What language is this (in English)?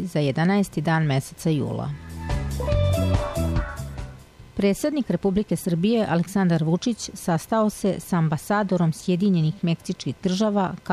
Serbian